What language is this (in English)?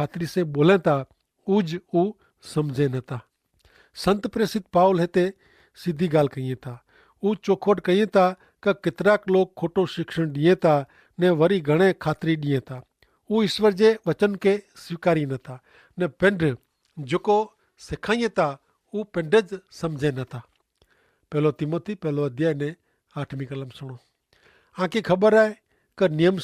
Kachhi